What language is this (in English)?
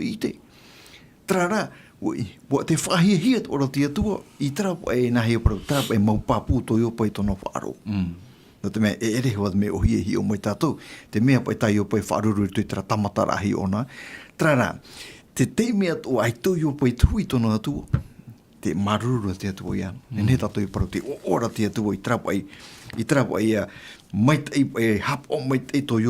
Tahitian